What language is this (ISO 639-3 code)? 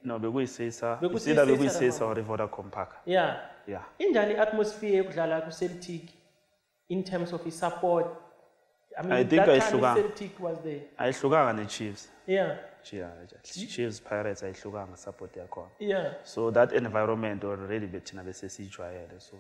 sna